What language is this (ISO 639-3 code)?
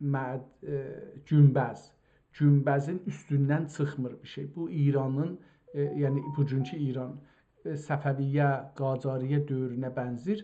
azb